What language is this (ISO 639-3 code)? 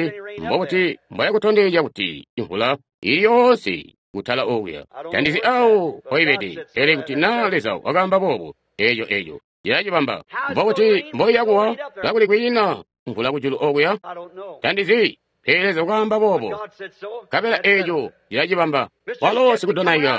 toi